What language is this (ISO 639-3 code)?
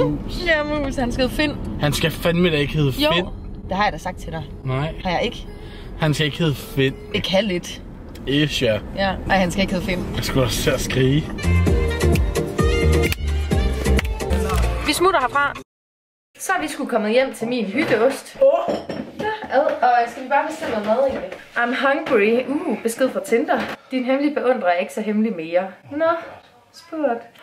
dan